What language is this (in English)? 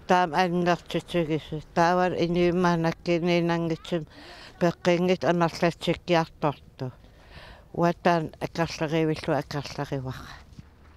Kalaallisut